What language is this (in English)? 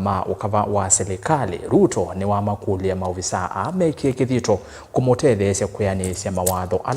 Kamba